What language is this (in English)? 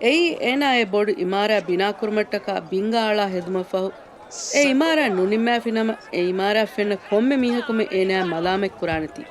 Divehi